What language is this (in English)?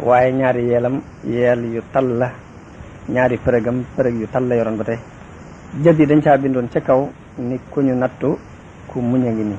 Wolof